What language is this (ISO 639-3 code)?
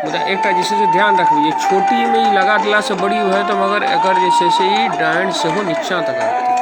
mai